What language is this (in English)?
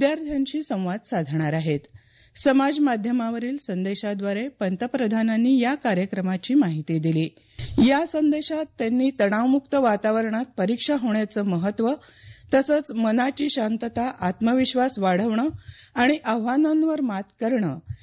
Marathi